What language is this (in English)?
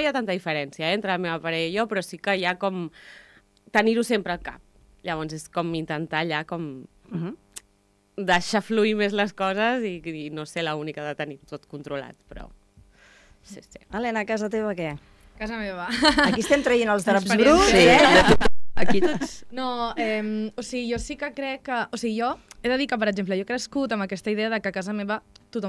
Catalan